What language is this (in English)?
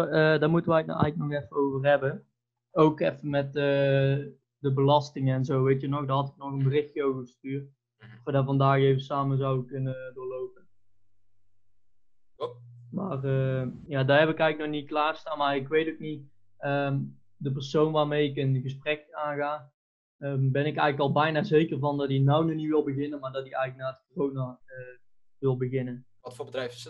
Dutch